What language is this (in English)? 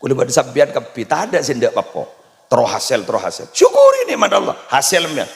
Madurese